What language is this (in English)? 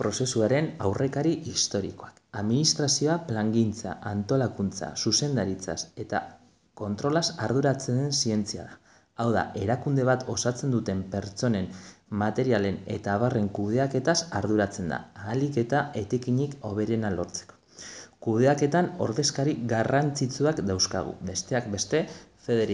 Basque